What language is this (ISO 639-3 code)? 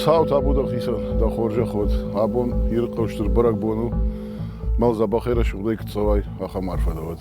oss